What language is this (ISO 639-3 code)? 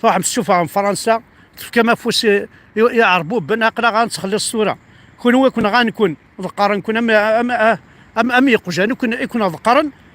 kab